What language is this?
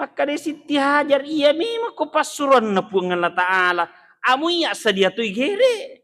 Buginese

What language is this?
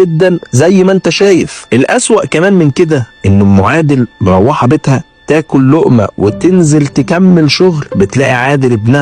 Egyptian Arabic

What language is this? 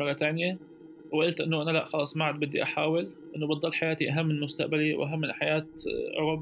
North Levantine Arabic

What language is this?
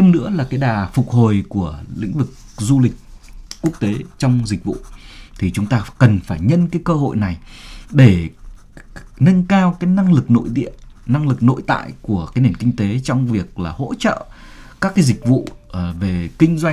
Vietnamese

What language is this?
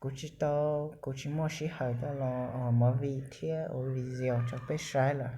Hmong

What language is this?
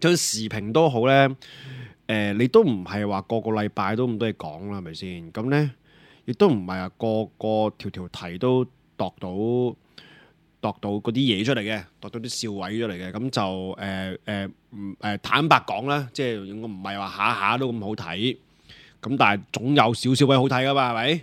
Cantonese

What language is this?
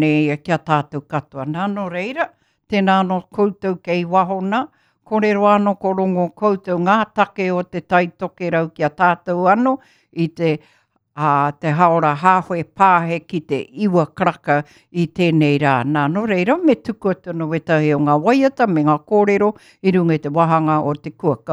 Māori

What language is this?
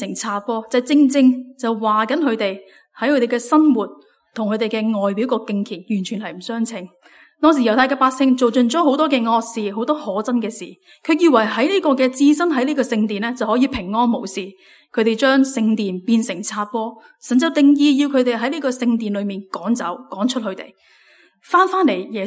Cantonese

